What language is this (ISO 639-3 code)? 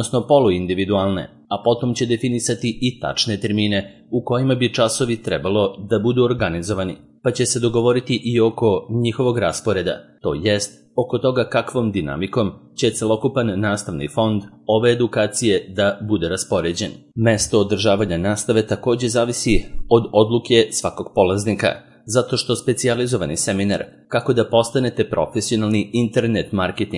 srp